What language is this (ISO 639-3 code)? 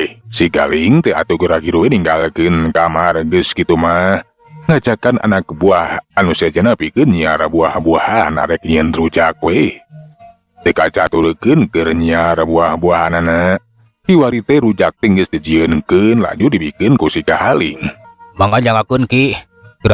sun